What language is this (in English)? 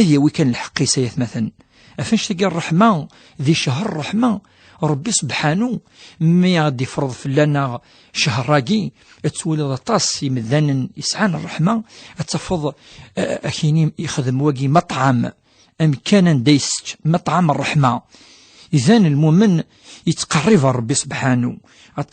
Kabyle